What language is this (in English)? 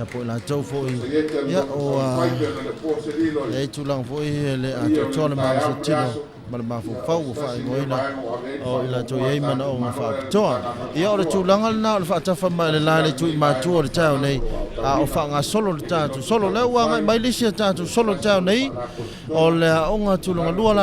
Samoan